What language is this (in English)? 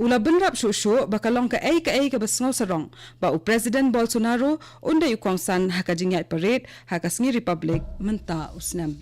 Khasi